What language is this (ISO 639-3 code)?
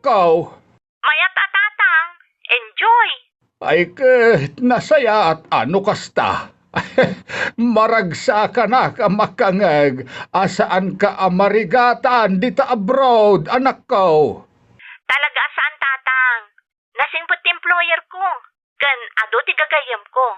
ilo